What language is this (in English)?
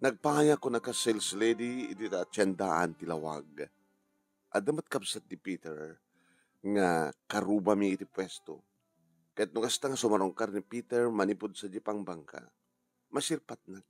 Iloko